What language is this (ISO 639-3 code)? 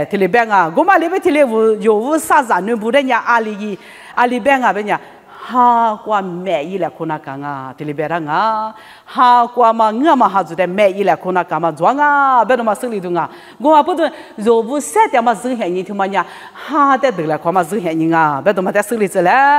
lis